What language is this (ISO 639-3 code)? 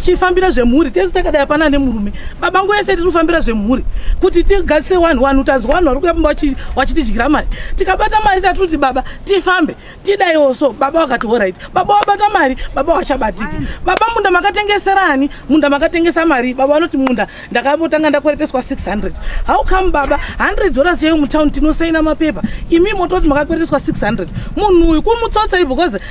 sna